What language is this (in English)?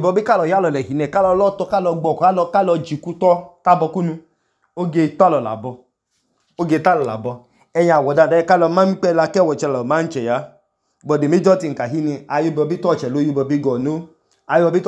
Idoma